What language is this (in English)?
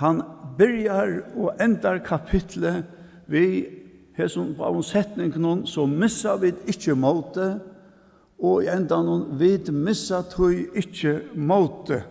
Faroese